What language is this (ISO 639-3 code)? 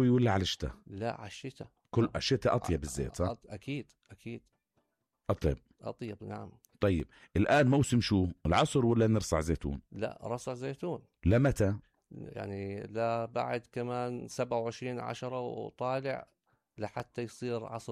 apc